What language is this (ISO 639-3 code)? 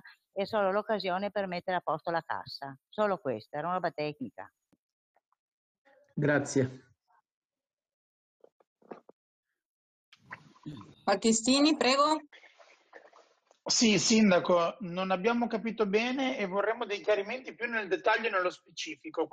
ita